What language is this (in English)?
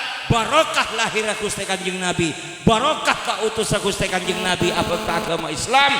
Madurese